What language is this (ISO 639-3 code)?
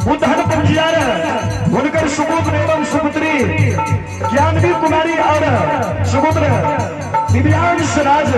mai